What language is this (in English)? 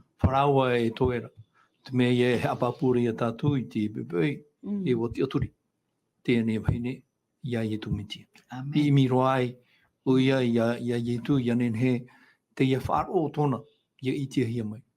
Tahitian